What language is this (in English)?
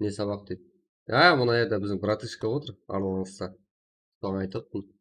Kara-Kalpak